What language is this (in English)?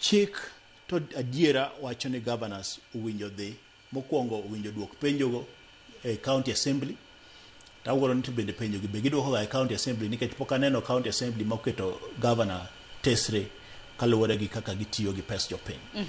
Luo (Kenya and Tanzania)